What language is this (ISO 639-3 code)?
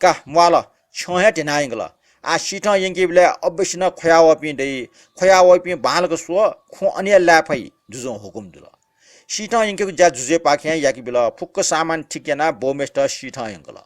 new